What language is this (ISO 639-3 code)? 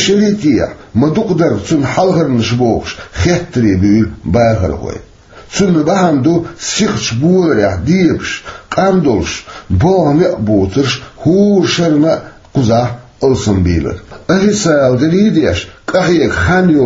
che